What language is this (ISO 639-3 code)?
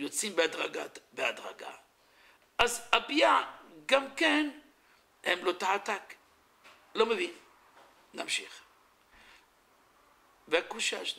heb